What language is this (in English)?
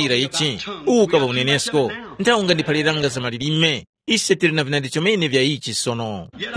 Tumbuka